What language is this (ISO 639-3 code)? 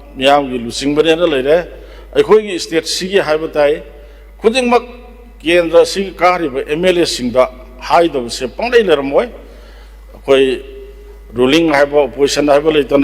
mni